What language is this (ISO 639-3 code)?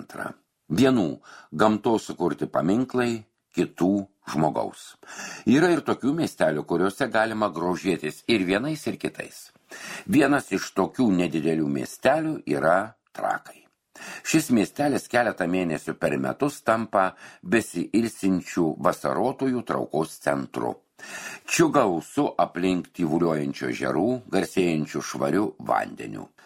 lit